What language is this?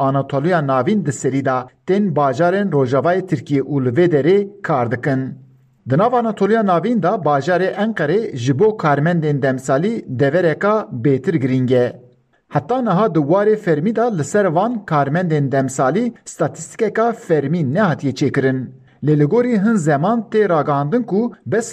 Kurdish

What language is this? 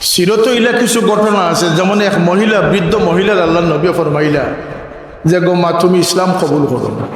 Sylheti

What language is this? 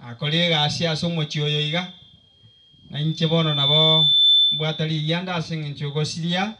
Gusii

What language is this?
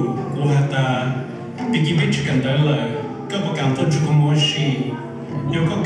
Hmong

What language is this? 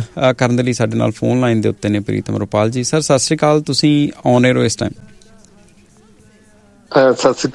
Punjabi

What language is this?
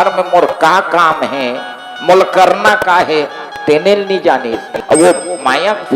Chhattisgarhi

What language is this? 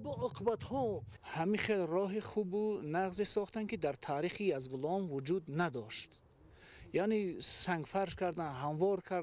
Tajik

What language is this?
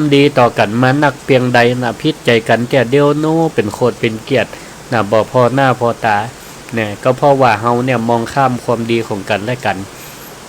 Northern Thai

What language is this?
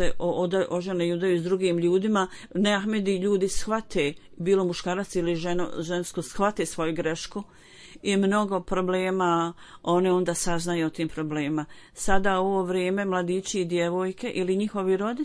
Bosnian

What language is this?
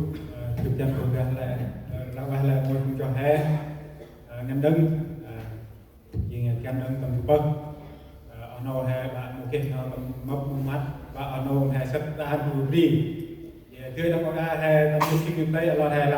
Central Mnong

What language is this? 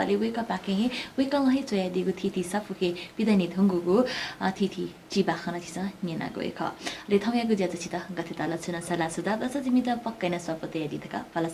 Newari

